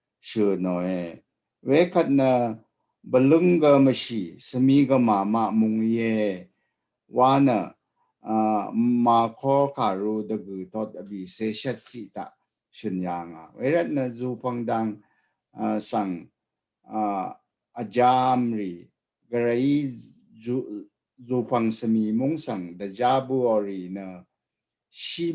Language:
Rawang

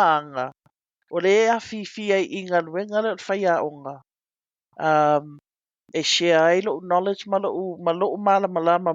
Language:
Samoan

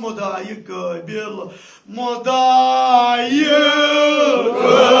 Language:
Kashmiri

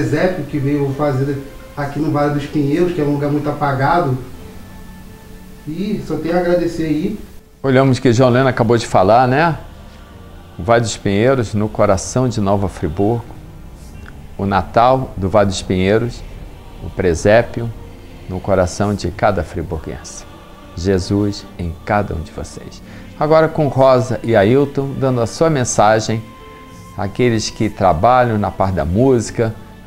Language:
Portuguese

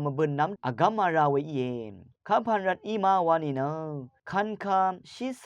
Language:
Rawang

